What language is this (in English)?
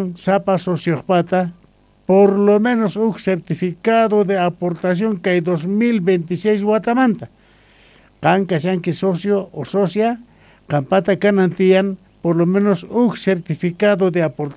Quechua